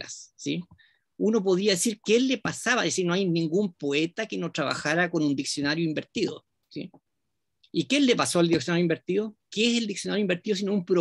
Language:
Spanish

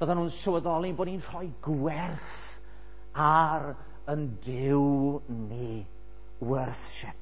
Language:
Welsh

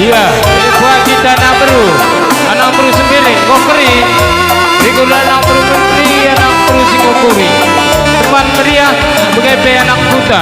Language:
Batak Karo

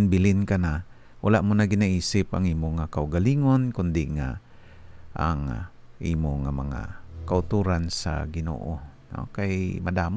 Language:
Hiligaynon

